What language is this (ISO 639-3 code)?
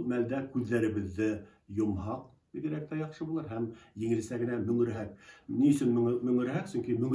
bak